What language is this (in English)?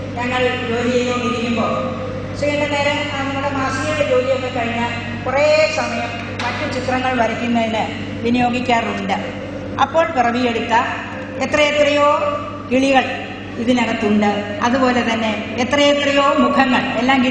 Malayalam